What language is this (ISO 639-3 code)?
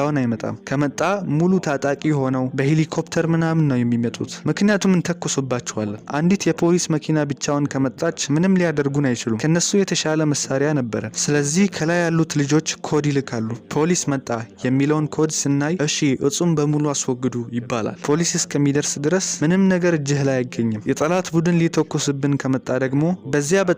amh